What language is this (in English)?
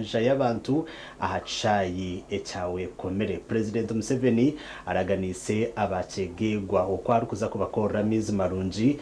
Nyankole